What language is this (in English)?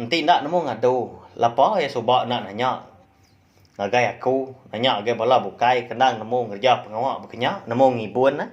Iban